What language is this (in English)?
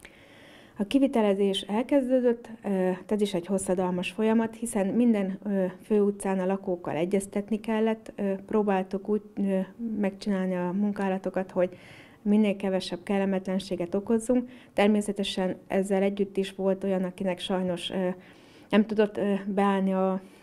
Hungarian